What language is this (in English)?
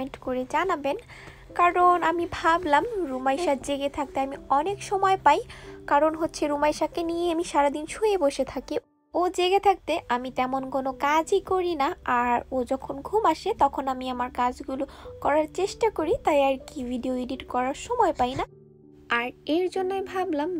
Bangla